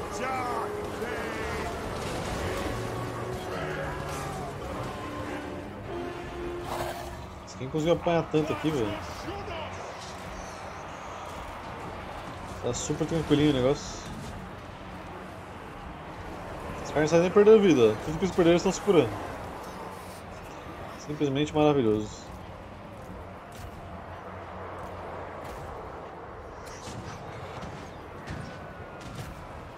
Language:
Portuguese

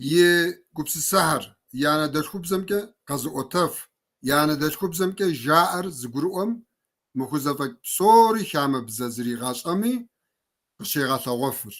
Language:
Kabardian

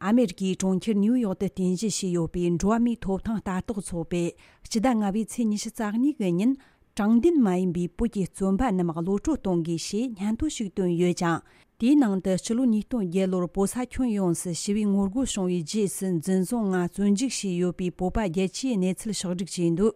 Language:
Tibetan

